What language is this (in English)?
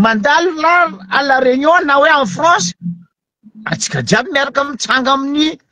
Malagasy